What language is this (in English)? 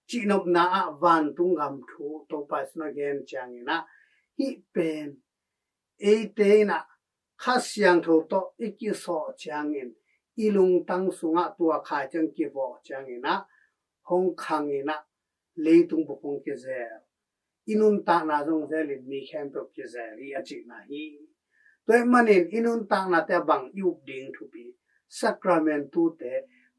Tedim Chin